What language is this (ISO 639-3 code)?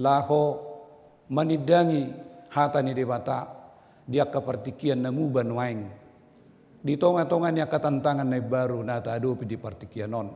bbc